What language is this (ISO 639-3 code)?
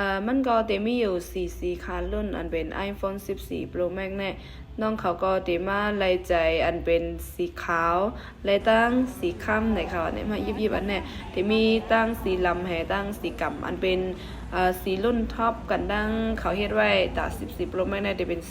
shn